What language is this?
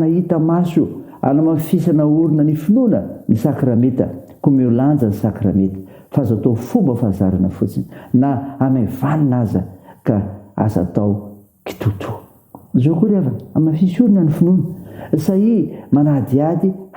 Malagasy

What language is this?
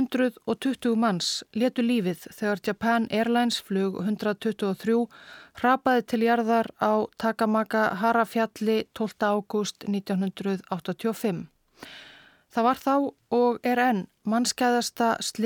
Icelandic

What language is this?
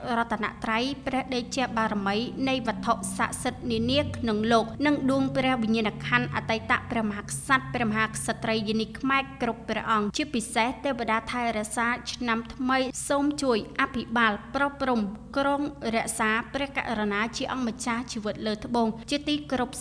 Khmer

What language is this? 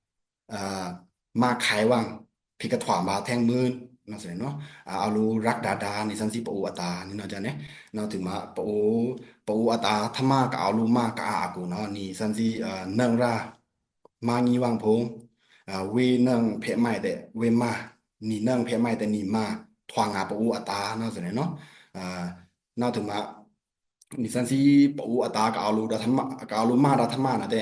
Pa'o Karen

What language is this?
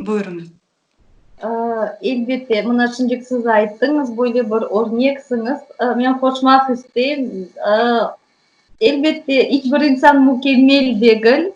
Crimean Tatar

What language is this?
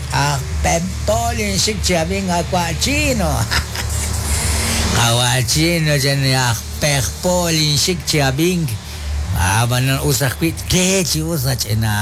Kekchí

